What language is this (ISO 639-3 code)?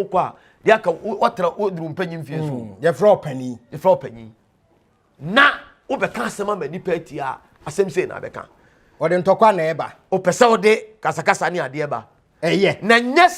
aka